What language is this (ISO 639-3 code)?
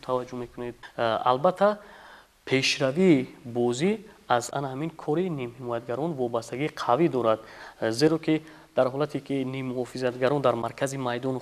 tgk